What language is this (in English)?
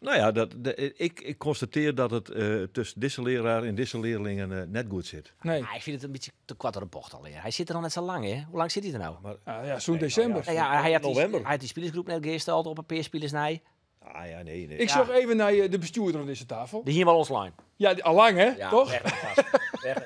Western Frisian